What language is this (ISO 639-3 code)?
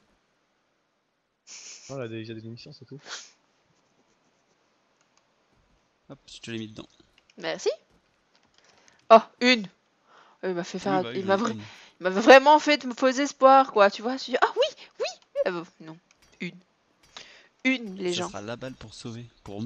fra